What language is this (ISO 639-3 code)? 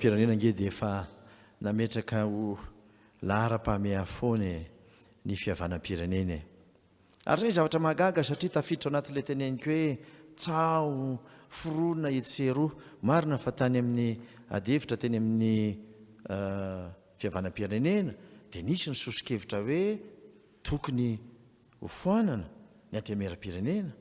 mlg